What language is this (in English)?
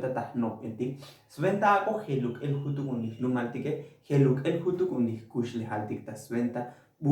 Tzotzil